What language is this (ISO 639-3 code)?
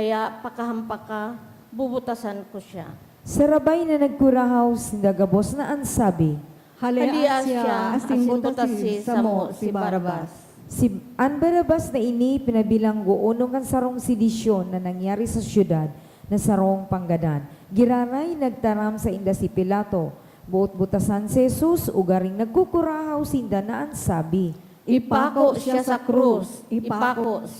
bik